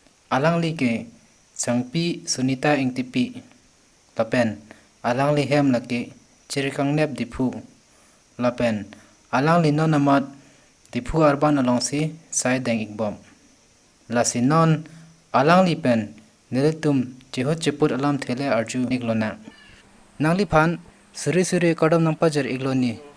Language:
Karbi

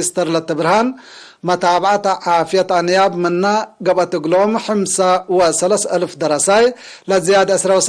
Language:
Tigre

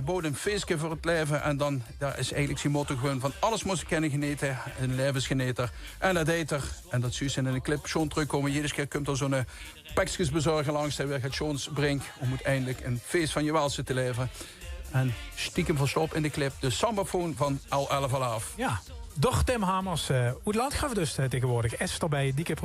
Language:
Limburgish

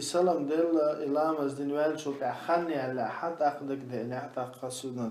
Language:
Chechen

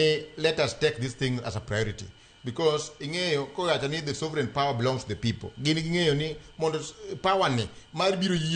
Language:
Luo (Kenya and Tanzania)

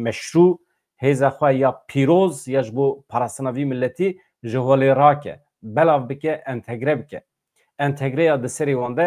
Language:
Kurdish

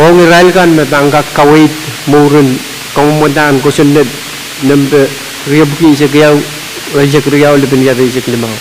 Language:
Pohnpeian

